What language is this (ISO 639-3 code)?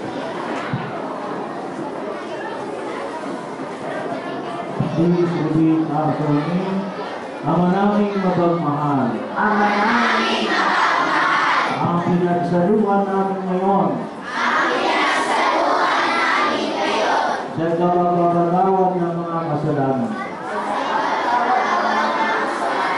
fil